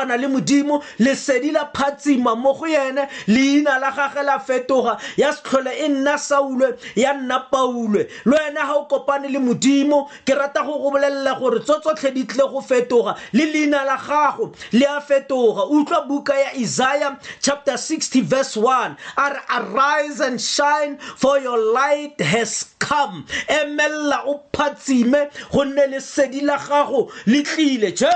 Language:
Tswana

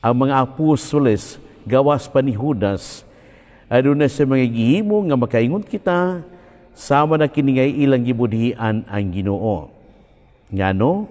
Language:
Cebuano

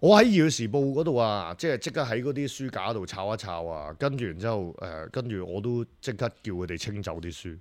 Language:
Cantonese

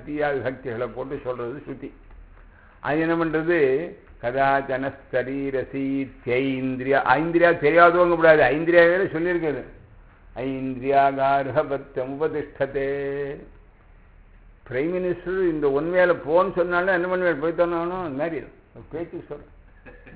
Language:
Tamil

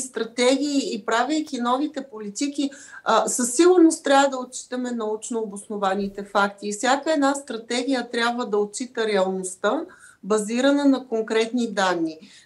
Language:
Bulgarian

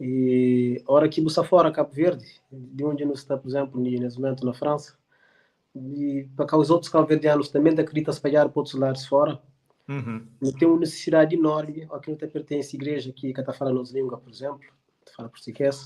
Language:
Kabuverdianu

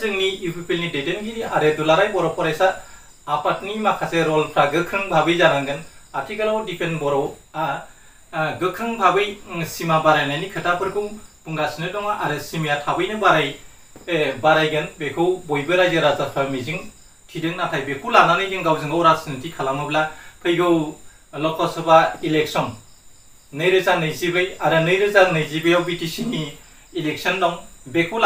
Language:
Bodo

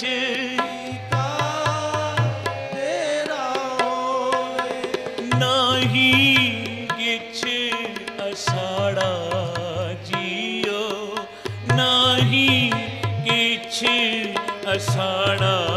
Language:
Punjabi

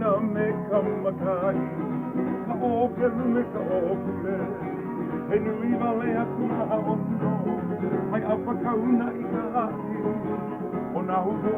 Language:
Hawaiian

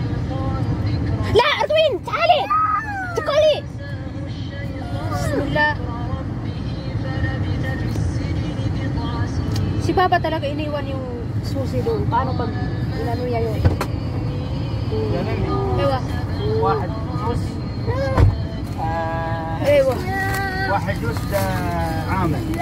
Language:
Filipino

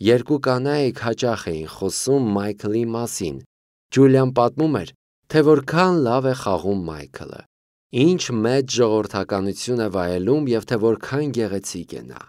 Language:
Armenian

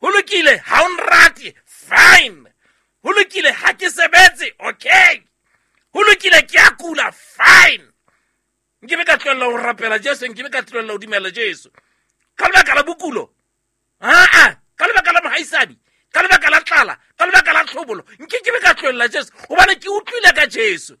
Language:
Southern Sotho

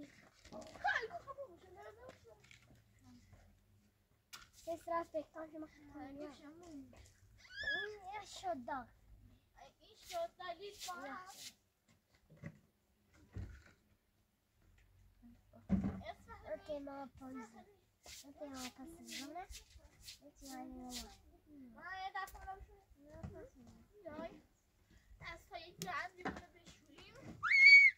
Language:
Persian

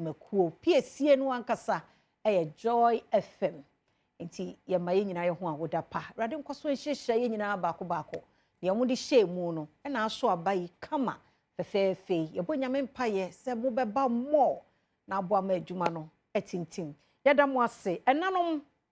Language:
Akan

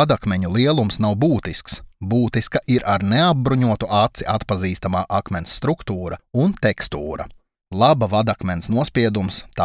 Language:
Latvian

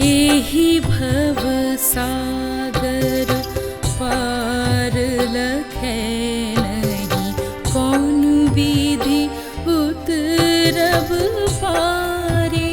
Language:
Maithili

